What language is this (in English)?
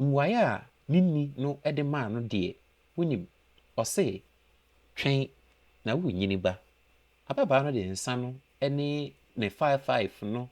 Akan